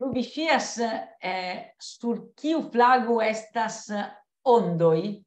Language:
Esperanto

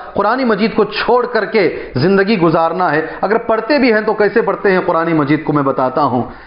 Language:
Urdu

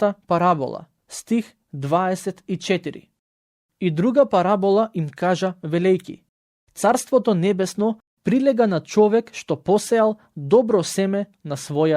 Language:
Macedonian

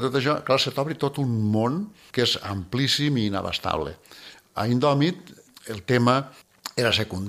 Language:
Catalan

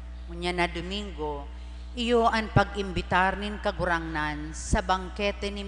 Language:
Bikol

